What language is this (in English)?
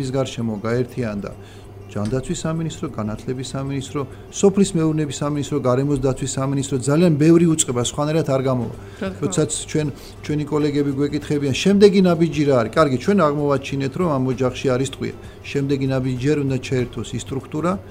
Georgian